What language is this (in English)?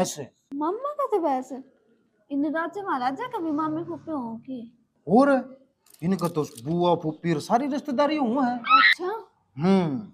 Haryanvi